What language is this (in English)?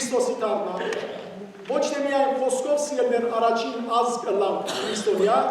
Western Armenian